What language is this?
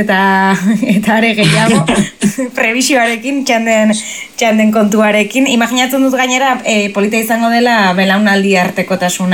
Basque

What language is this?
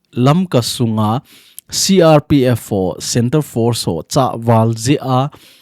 Thado Chin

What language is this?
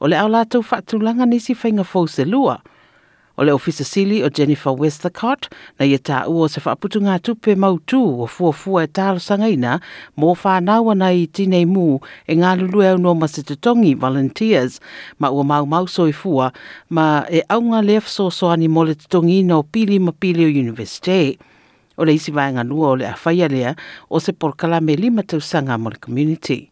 Samoan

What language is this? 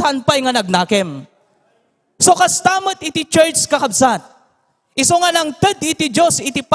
Iloko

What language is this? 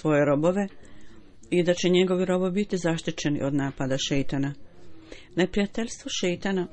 Bosnian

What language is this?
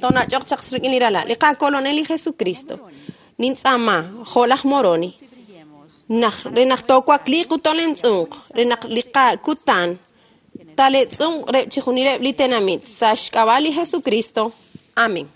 Kekchí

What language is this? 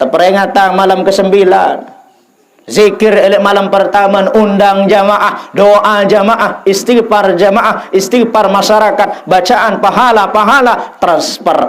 Sasak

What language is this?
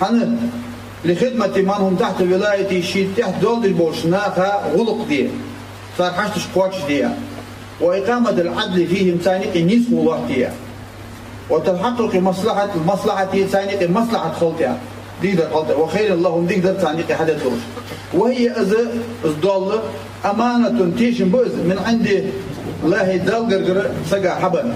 Ingush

